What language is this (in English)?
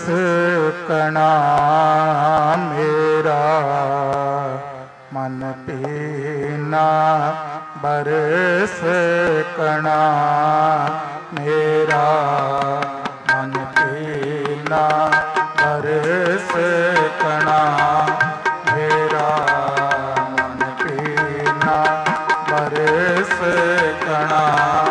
Punjabi